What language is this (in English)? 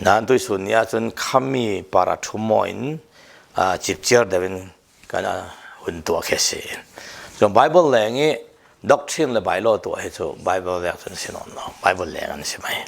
Falam Chin